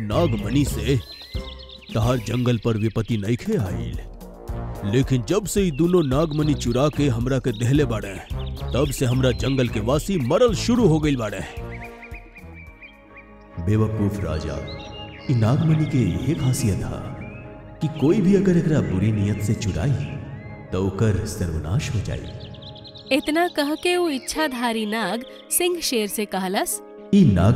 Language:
Bhojpuri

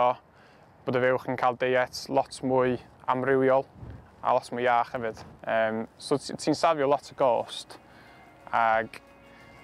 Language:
Welsh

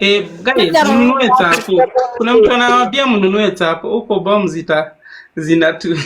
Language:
Kikuyu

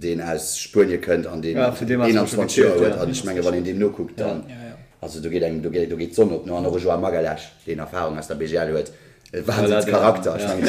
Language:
Luxembourgish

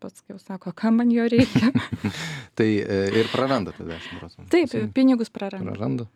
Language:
Lithuanian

